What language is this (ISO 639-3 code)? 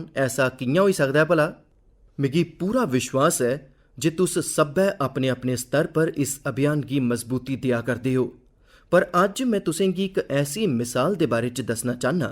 doi